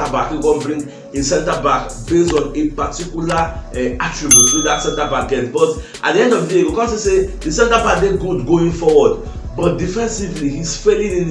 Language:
Nigerian Pidgin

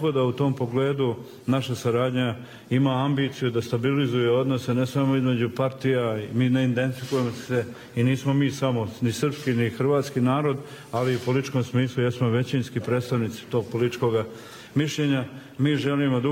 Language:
Bosnian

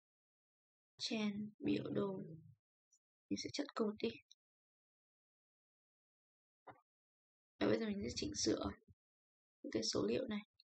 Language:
Vietnamese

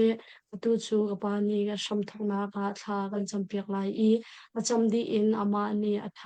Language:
Hakha Chin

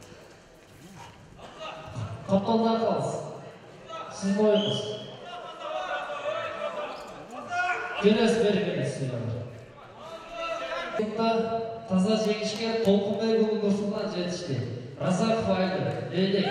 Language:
Kazakh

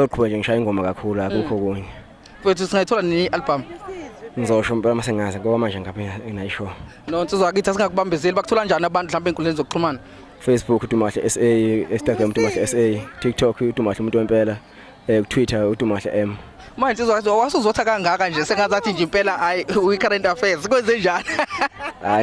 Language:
Zulu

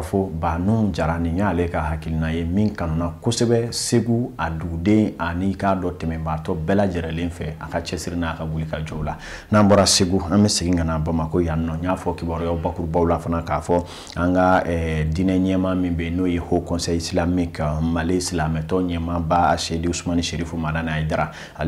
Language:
Bambara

